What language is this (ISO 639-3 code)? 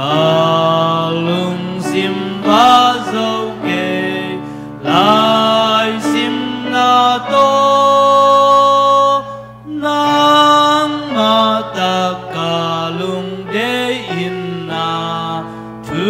ctd